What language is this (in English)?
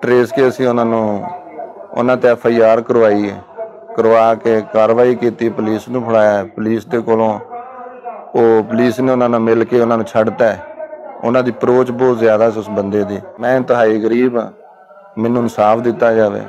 Western Panjabi